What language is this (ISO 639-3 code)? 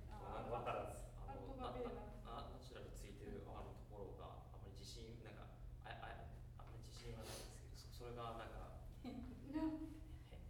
jpn